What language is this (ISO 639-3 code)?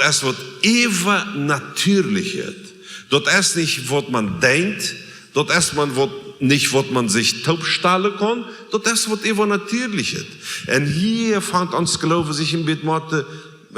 pdt